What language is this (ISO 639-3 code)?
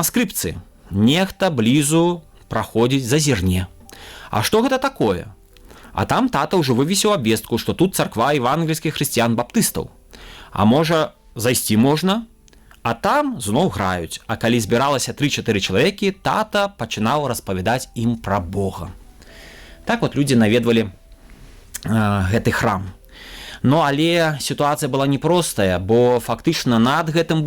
bel